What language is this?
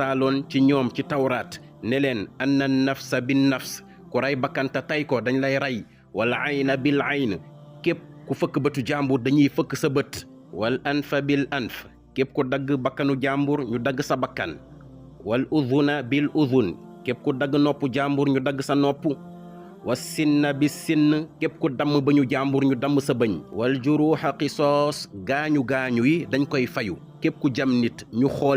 Wolof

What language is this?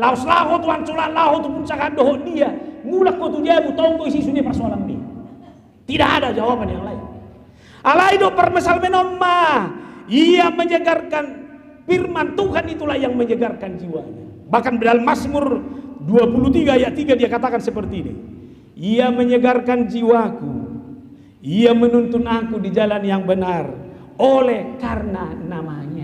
Batak Toba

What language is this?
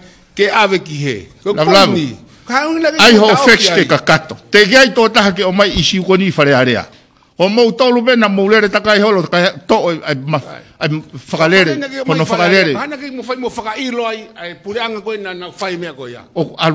Tongan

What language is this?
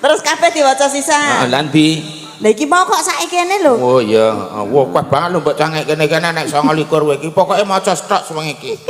Javanese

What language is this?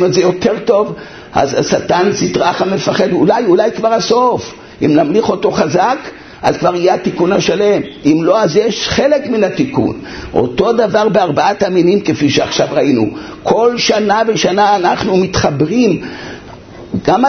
Hebrew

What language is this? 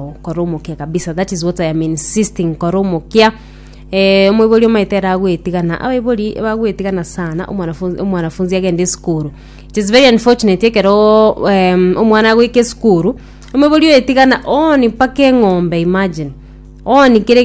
Gusii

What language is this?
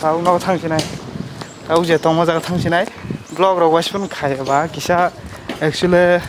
Kok Borok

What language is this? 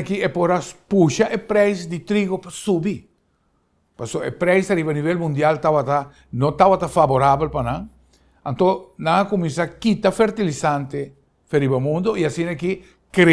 Papiamento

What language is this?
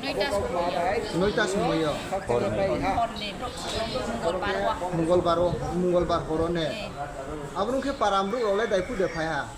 Riang (India)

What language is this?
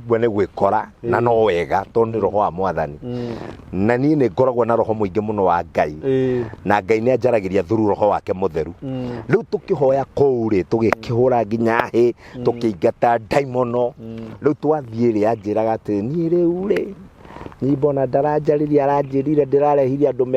Kikuyu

